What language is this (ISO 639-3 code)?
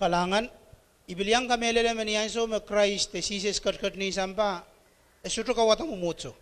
pon